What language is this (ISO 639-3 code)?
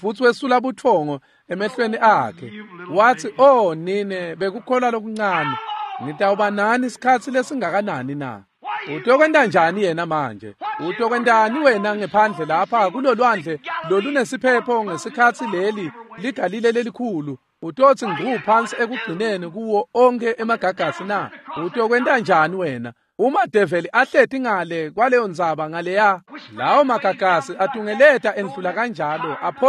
ssw